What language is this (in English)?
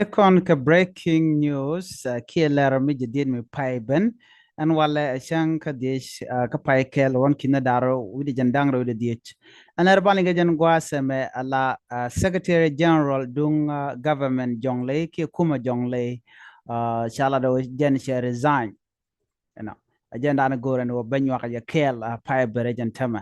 Nuer